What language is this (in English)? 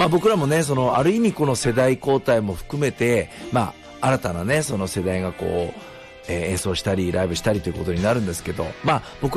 Japanese